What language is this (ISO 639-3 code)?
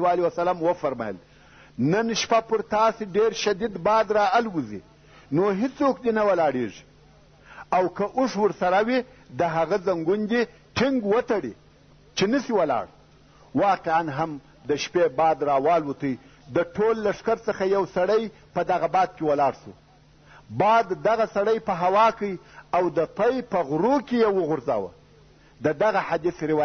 pus